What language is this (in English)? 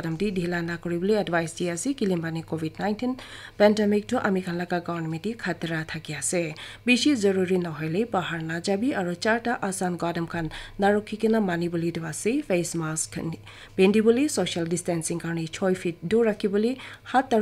Naga Pidgin